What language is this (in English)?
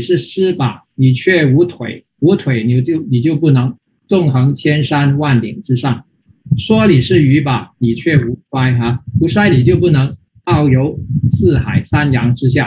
Chinese